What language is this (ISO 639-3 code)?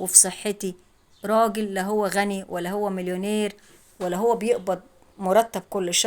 arz